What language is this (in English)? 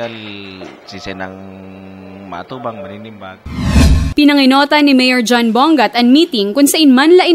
Bikol